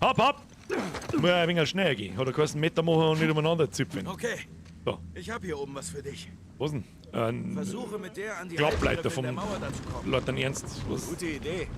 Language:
Bavarian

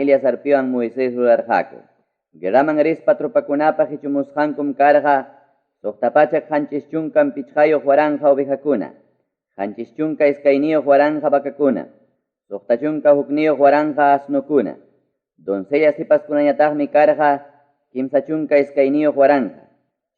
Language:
Ayacucho Quechua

